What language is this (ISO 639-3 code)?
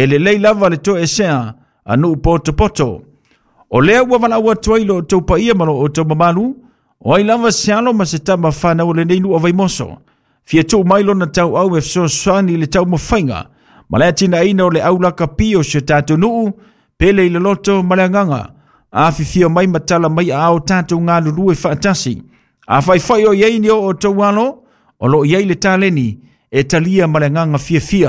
smo